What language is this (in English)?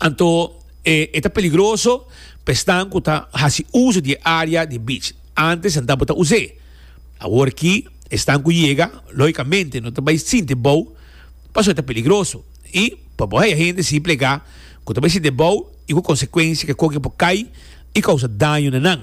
Papiamento